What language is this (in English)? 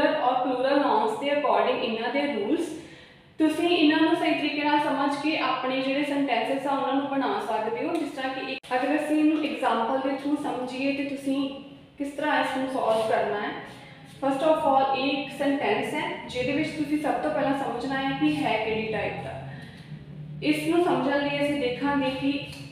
Punjabi